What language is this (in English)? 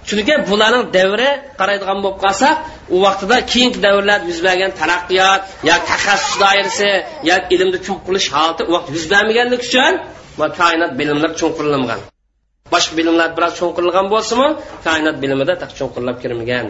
Uyghur